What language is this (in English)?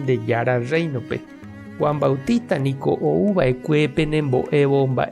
Guarani